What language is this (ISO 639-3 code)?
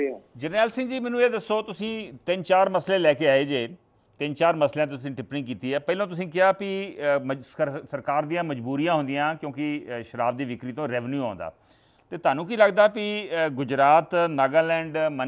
pan